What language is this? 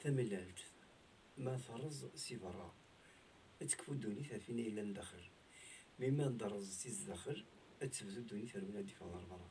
Kabyle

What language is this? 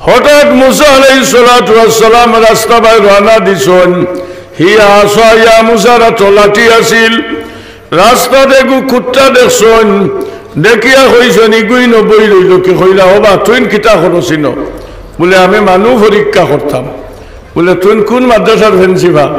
Sylheti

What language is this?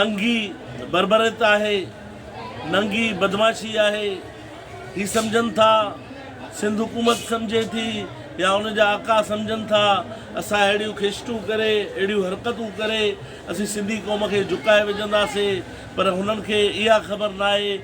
Sindhi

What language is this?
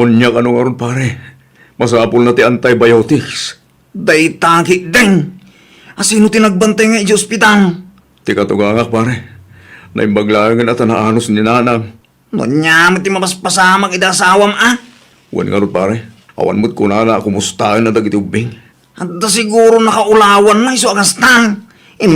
Iloko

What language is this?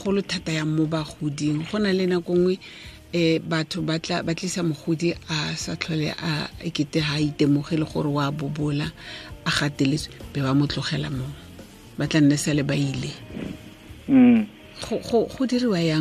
Tswana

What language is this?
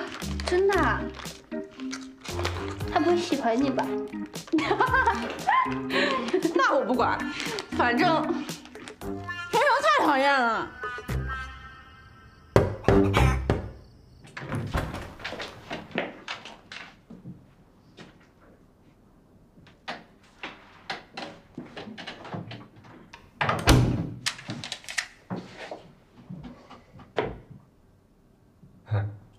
Chinese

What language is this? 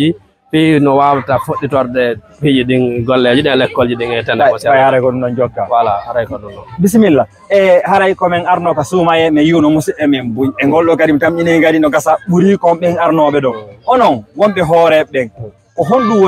Fula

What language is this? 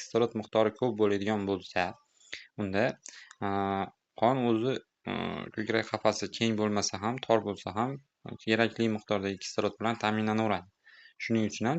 Uzbek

